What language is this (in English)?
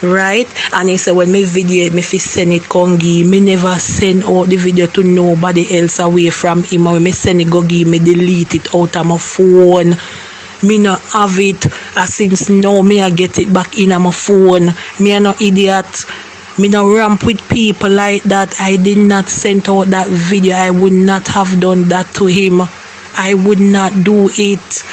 Jamaican Creole English